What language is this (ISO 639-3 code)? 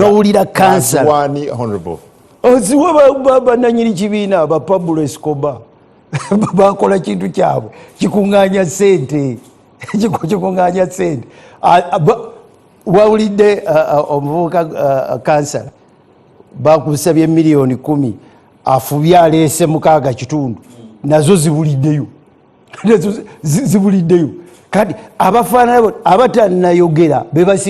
lug